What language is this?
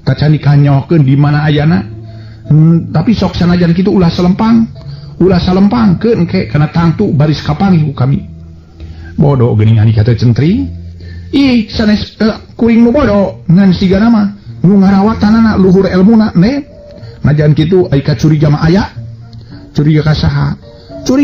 Sundanese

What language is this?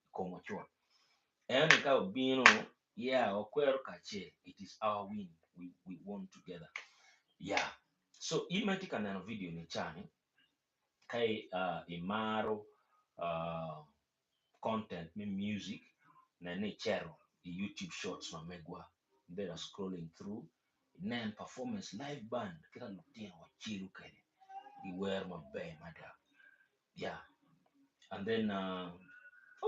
Acoli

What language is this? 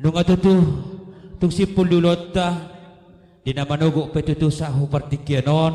Batak Toba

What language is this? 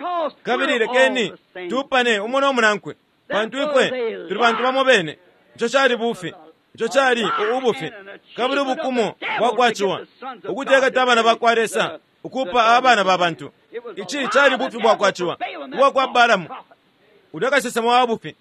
Bemba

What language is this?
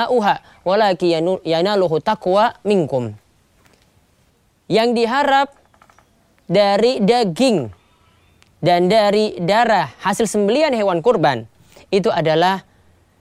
Indonesian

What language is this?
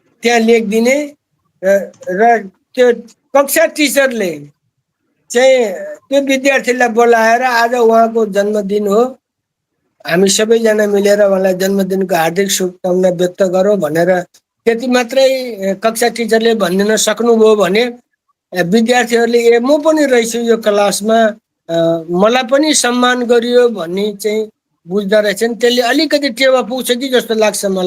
Nepali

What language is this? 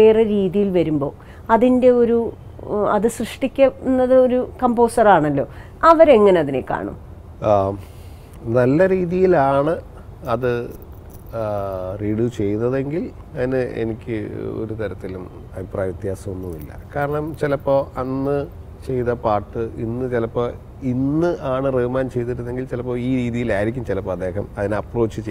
Malayalam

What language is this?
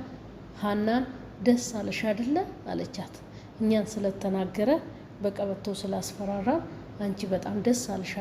Amharic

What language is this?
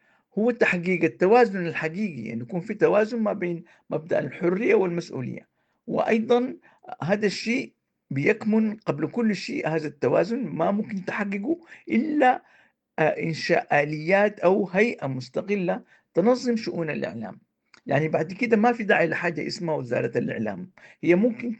Sudanese Arabic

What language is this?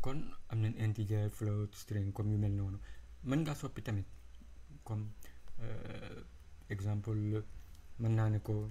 Wolof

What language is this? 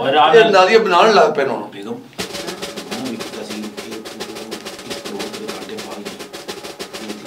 Pahari-Potwari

